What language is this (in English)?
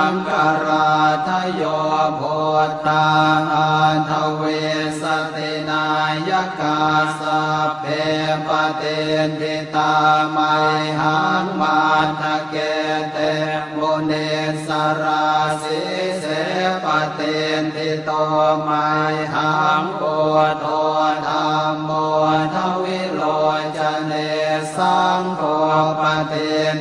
Pali